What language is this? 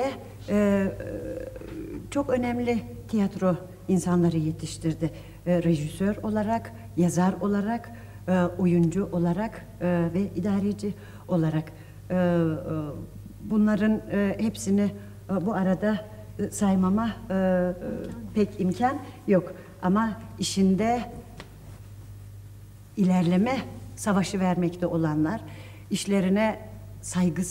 Turkish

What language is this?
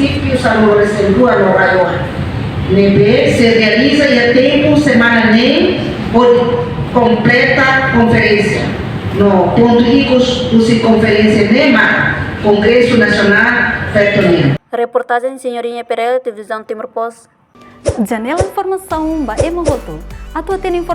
Tetum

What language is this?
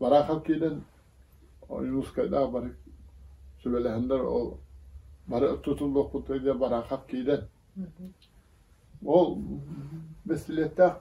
Yakut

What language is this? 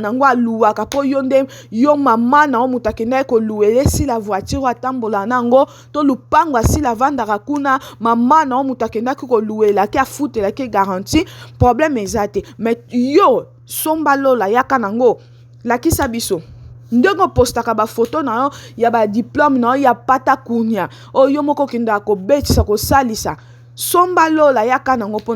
Lingala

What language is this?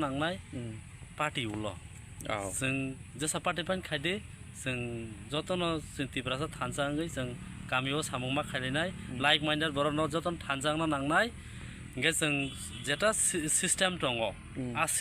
Kok Borok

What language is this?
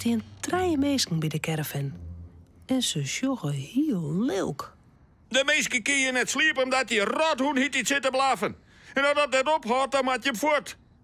Western Frisian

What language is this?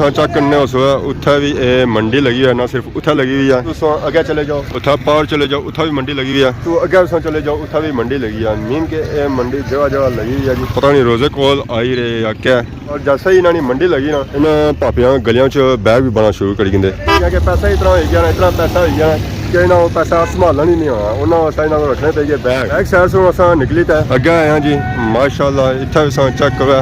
Pahari-Potwari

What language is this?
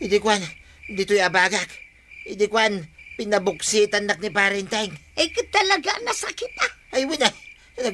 Iloko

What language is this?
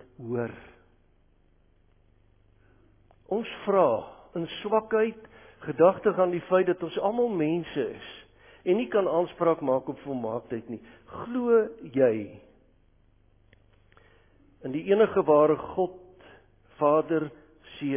Afrikaans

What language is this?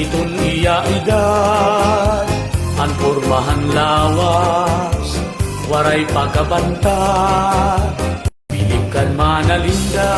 Waray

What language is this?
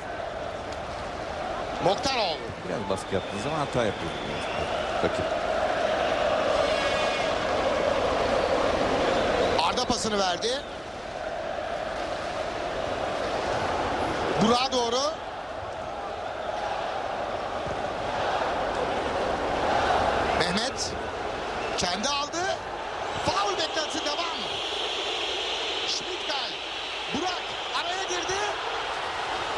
Turkish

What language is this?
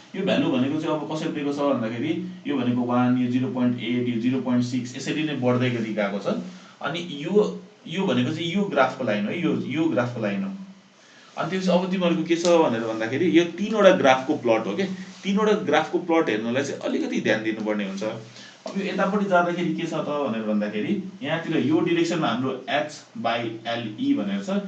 Nepali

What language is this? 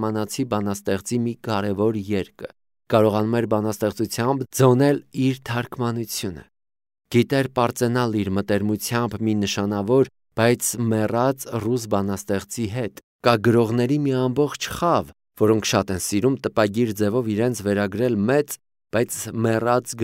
Armenian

